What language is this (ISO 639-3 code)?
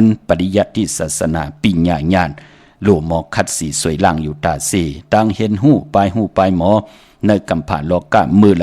shn